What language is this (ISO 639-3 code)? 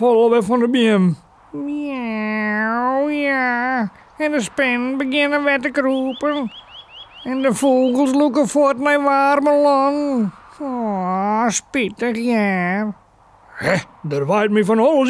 fry